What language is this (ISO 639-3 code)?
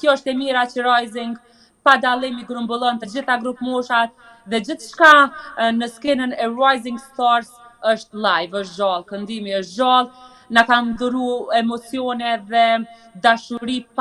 sqi